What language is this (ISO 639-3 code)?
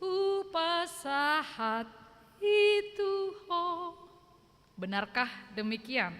bbc